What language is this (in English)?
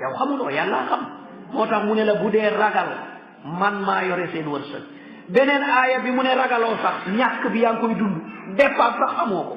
Wolof